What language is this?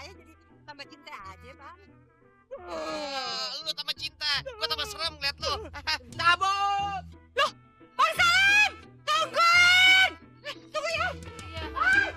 Betawi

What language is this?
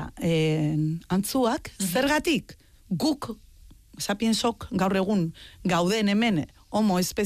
Basque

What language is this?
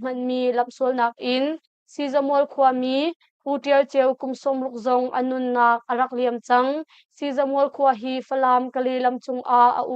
Hakha Chin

